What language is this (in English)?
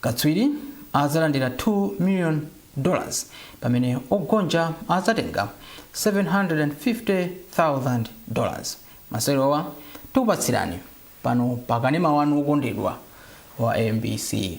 Nyanja